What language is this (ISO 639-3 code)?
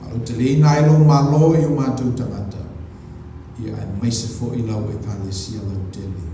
smo